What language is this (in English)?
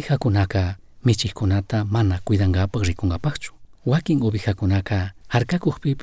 Chimborazo Highland Quichua